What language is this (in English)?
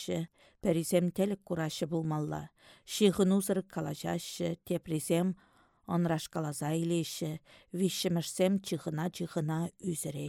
Chuvash